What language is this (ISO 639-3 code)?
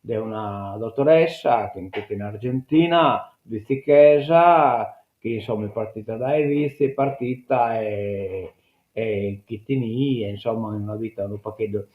srd